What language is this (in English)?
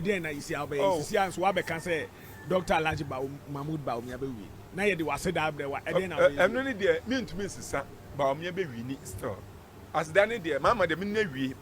Akan